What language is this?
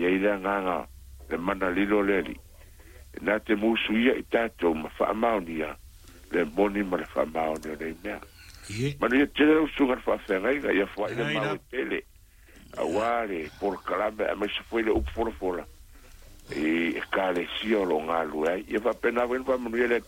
Samoan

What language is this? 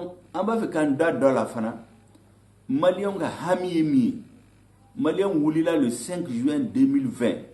Bambara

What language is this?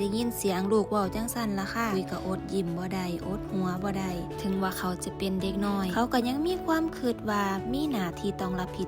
Northeastern Thai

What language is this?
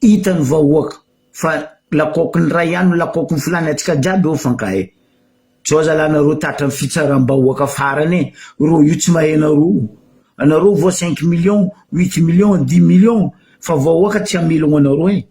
Malagasy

